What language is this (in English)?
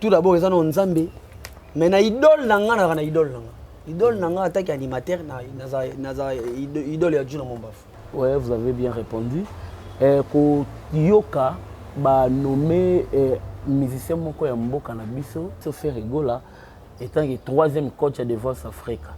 Lingala